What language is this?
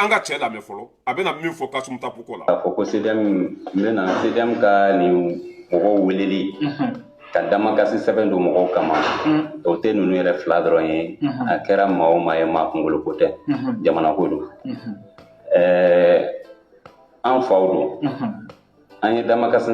Bambara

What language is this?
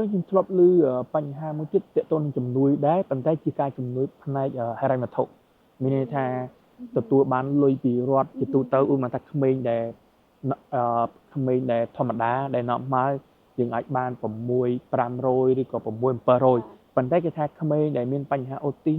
Khmer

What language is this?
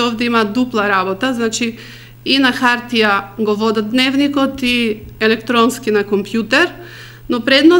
Macedonian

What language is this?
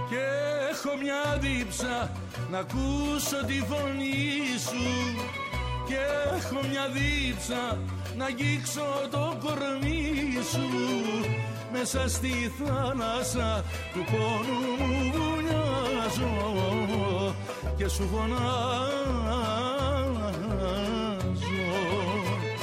Greek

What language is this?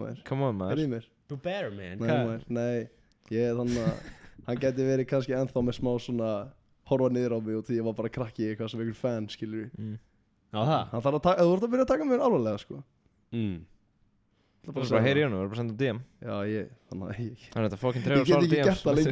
Icelandic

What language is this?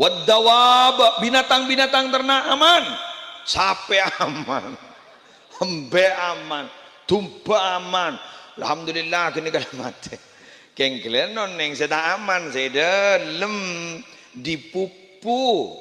Madurese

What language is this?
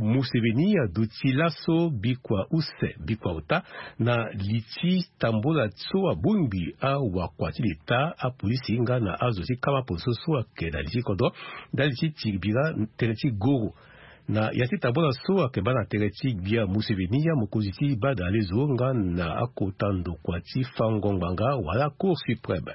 Sango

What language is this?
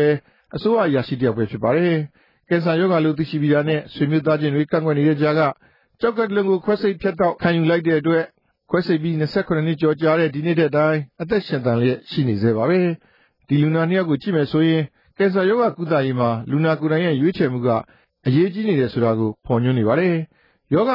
Burmese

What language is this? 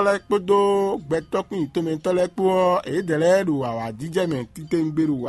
Fon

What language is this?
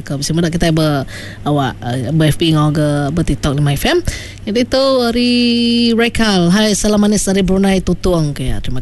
Iban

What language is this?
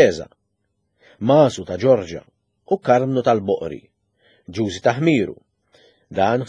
Maltese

